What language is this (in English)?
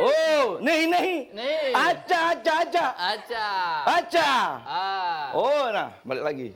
Musi